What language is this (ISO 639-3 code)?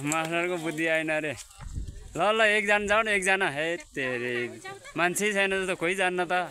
nep